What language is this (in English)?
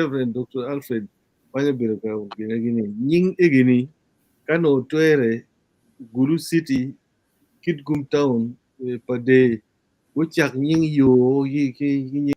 Acoli